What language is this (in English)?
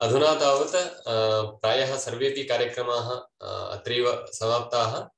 Sanskrit